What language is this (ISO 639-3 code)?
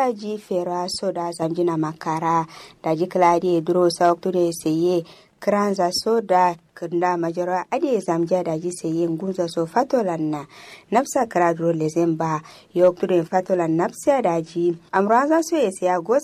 kau